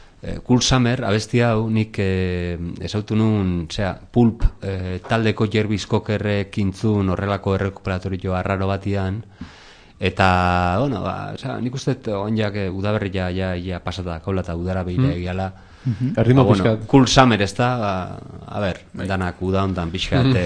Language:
Basque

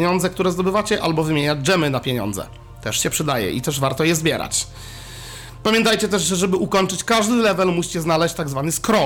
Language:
Polish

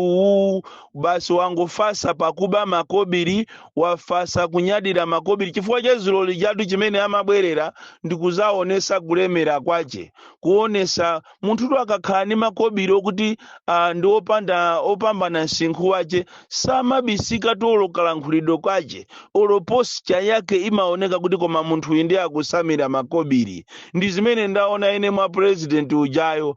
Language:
Nyanja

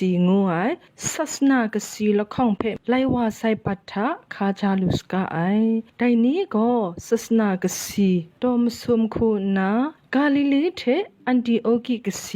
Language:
Kachin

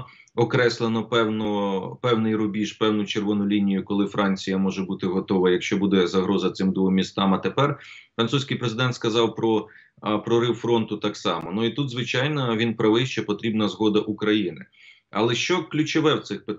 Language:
Ukrainian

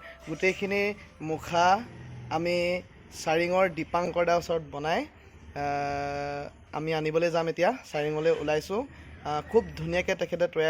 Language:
Assamese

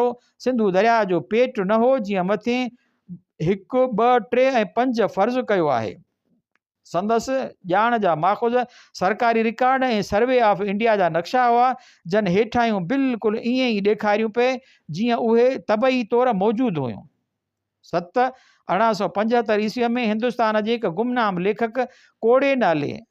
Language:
Sindhi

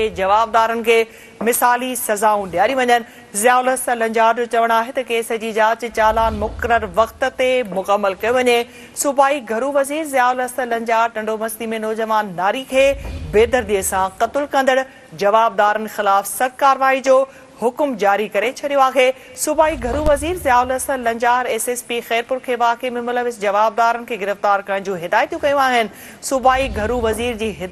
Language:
Sindhi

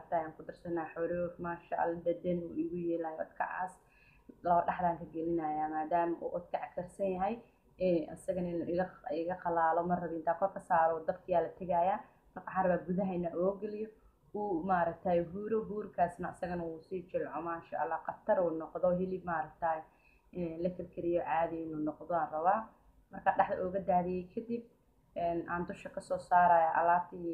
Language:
Somali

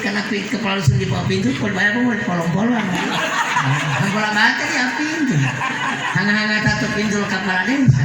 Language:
Gorontalo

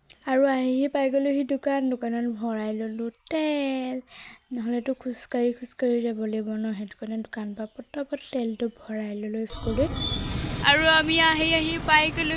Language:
Assamese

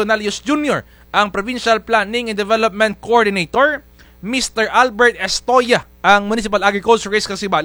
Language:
Kinaray-a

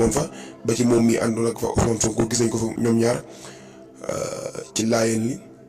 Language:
Wolof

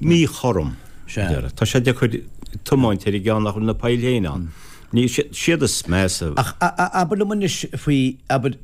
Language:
Irish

